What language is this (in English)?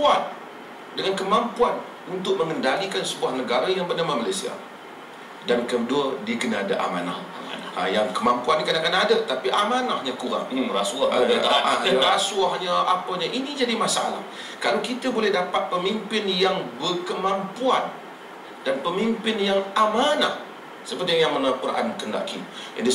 Malay